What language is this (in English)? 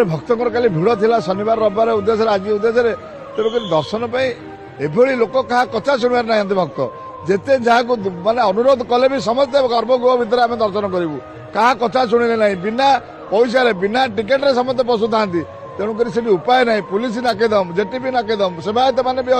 Odia